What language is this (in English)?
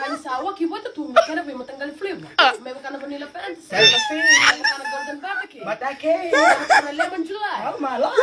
Fijian